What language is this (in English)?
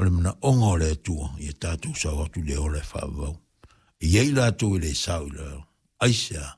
Samoan